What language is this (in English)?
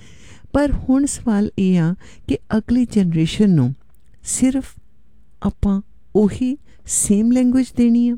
Punjabi